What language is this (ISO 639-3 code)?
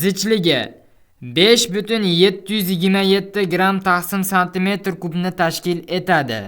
uzb